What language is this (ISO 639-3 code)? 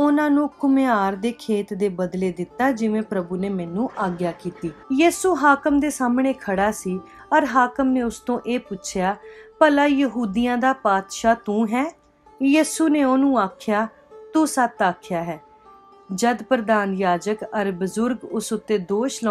pan